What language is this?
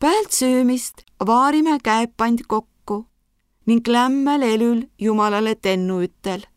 Võro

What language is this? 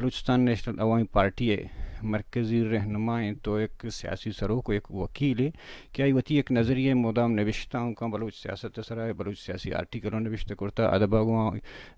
Baluchi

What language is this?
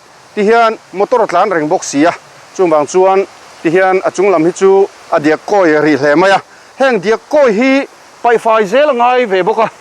Mizo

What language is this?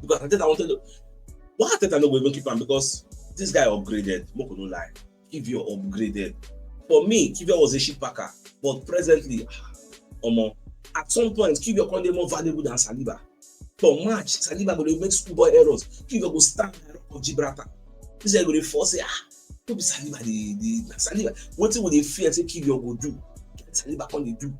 Nigerian Pidgin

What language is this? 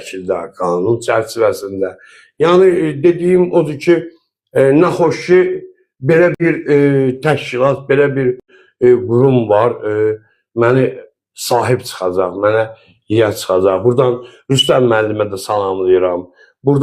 Azerbaijani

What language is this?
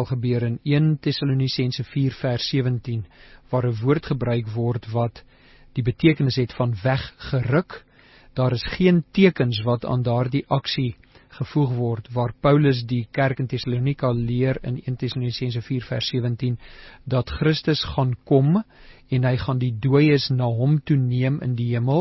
Afrikaans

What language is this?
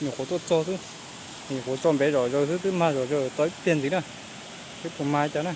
Hmong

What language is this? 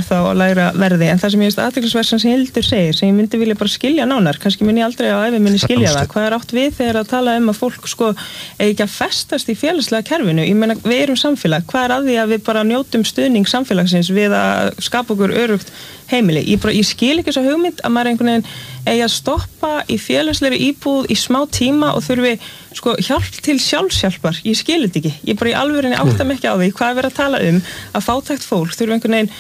Icelandic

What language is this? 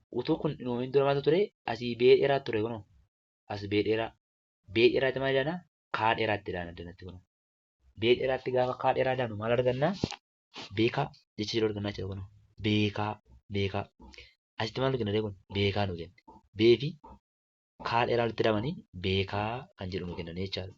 Oromo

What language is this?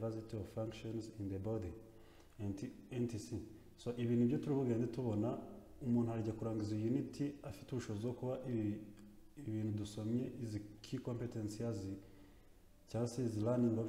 Kinyarwanda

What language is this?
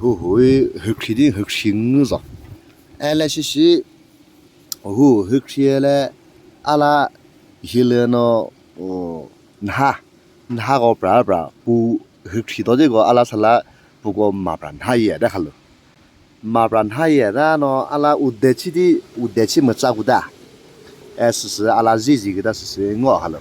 Chokri Naga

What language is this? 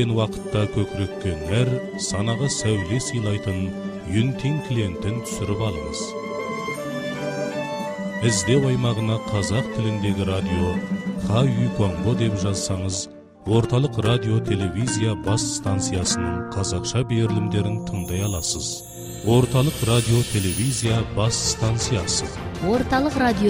Kazakh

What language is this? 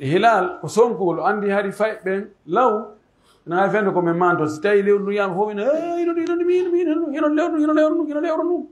Pular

